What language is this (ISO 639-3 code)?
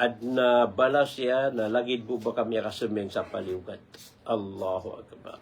mrw